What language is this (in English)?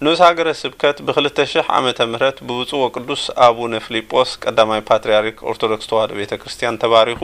Tigrinya